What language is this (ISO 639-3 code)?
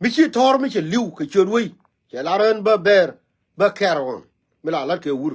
nus